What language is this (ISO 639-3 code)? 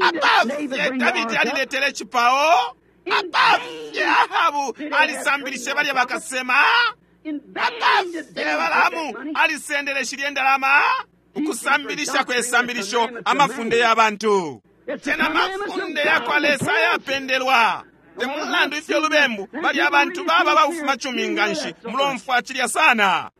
bem